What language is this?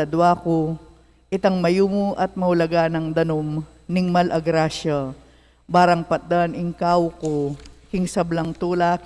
Pampanga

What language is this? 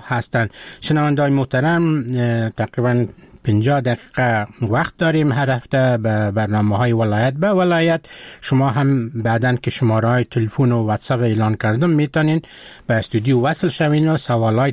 Persian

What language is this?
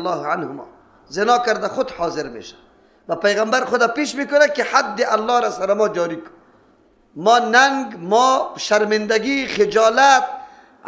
Persian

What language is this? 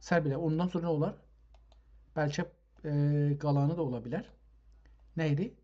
South Azerbaijani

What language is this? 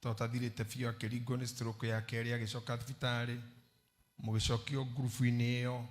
Kikuyu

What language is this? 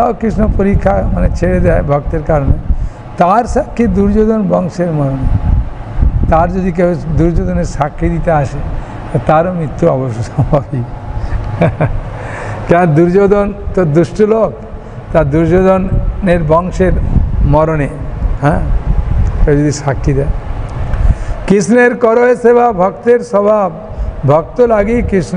Bangla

